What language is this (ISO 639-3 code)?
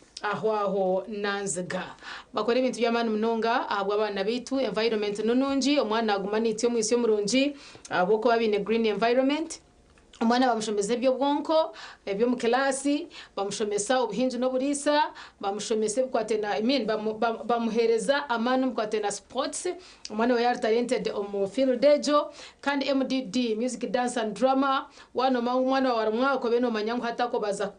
nyn